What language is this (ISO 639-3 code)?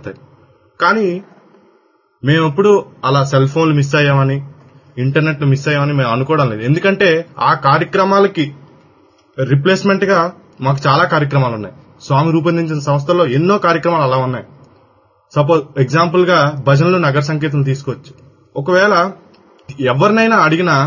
tel